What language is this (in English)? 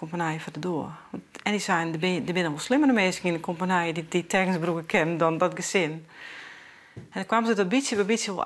Western Frisian